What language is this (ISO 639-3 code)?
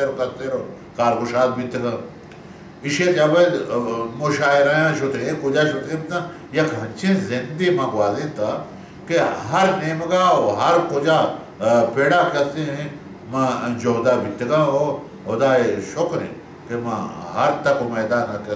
bal